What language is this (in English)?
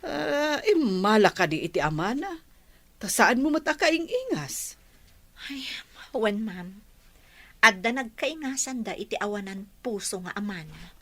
Iloko